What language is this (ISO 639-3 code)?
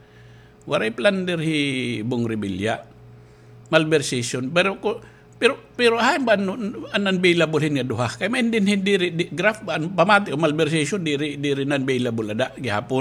war